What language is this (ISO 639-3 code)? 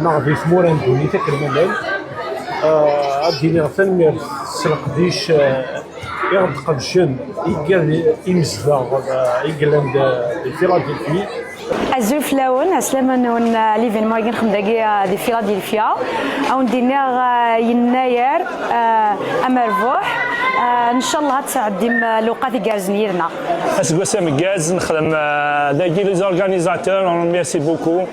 kab